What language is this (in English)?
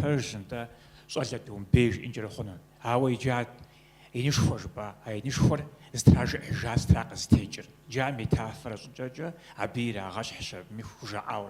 Kabardian